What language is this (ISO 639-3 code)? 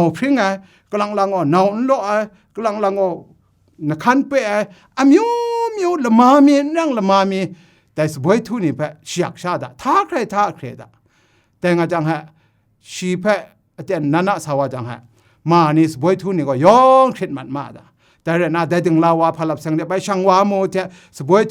kac